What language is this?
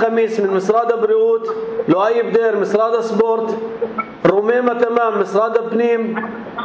North Levantine Arabic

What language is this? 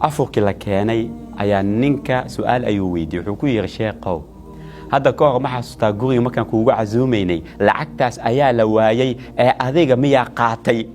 Somali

